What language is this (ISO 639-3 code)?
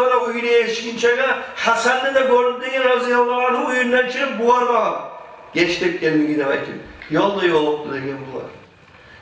kum